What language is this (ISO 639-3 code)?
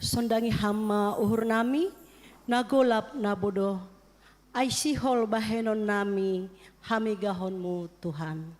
bts